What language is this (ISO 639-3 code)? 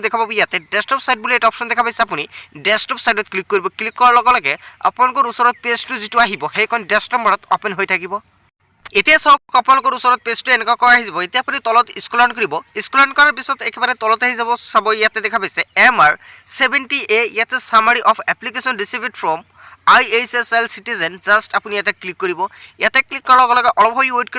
asm